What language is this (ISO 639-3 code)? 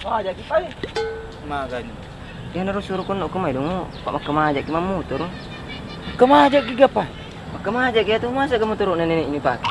bug